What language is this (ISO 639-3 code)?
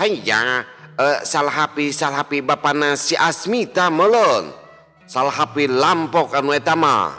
sun